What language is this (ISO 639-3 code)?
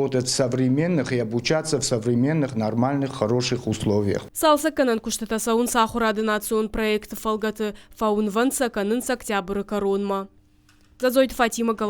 oss